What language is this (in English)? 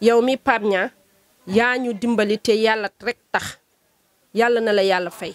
Wolof